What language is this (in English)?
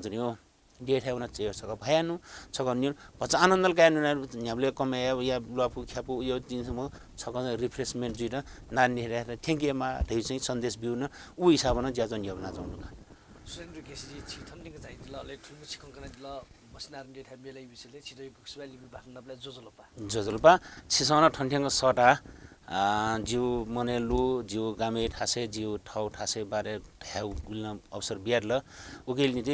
Newari